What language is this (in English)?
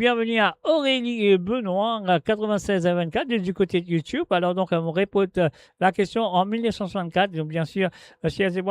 Morisyen